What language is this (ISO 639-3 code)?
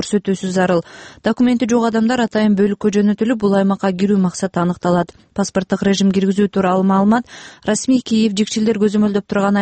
kir